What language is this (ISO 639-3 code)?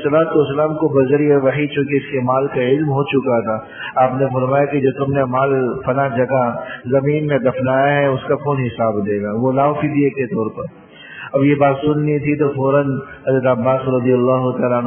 urd